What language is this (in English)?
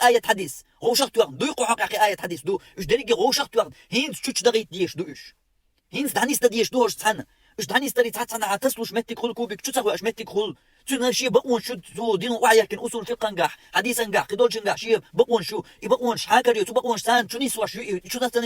Chechen